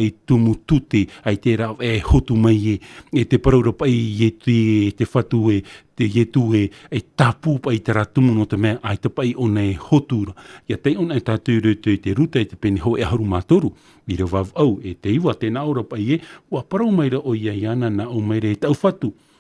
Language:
Tahitian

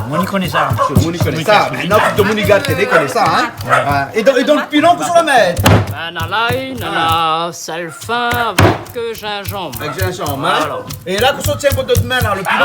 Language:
Réunion Creole French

